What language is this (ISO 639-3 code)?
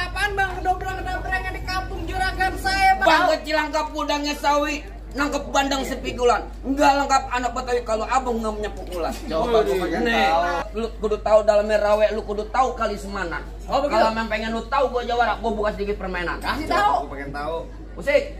bew